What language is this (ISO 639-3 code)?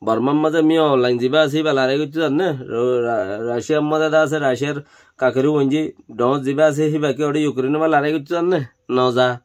rhg